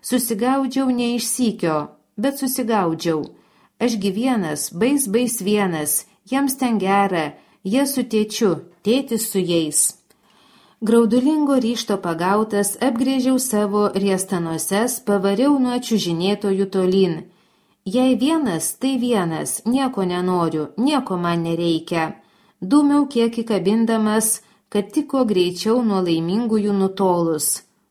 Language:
Lithuanian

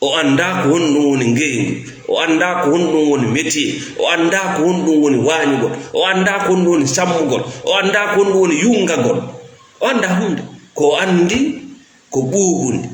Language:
Fula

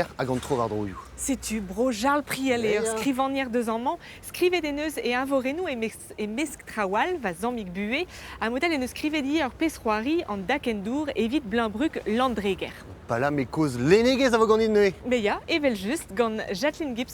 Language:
Breton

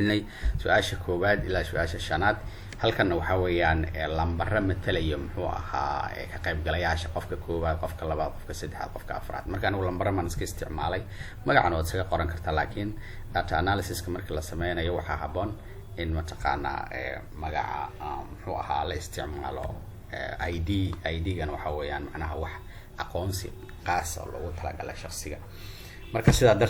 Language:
Somali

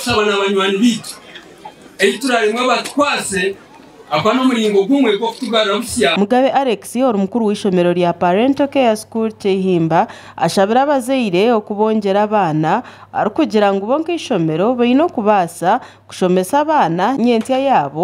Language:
Nyankole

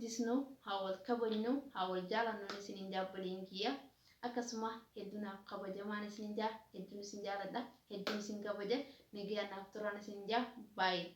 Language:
Oromo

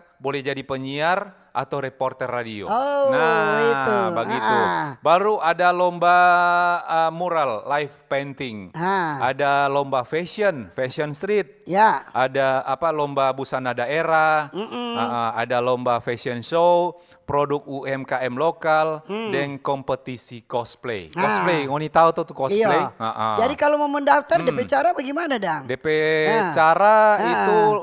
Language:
Manado Malay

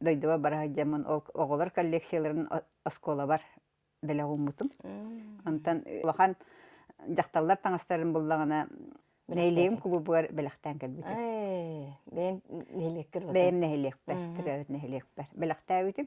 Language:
Yakut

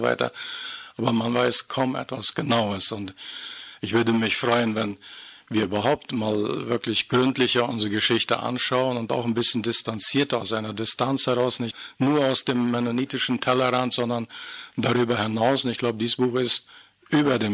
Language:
German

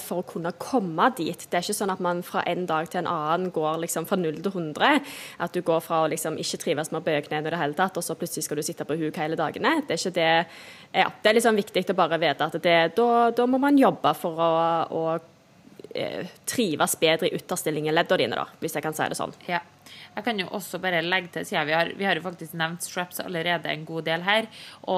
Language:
Norwegian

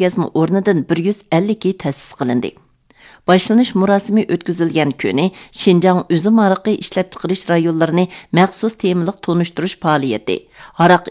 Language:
Uyghur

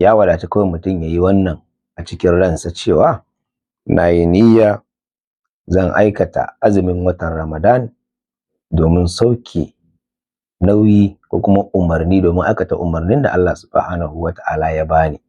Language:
Hausa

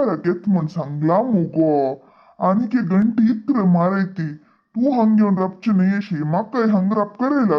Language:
Konkani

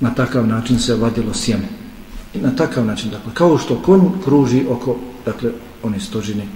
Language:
Bosnian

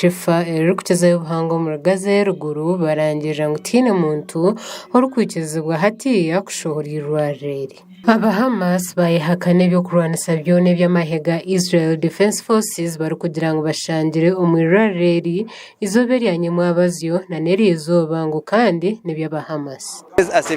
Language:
Nyankole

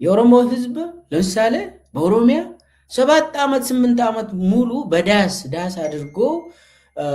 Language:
Amharic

